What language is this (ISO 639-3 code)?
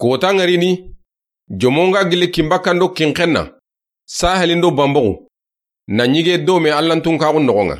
snk